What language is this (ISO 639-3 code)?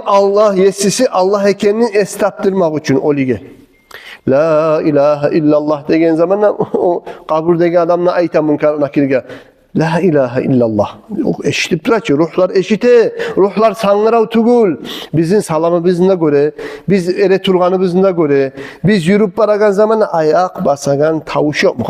kum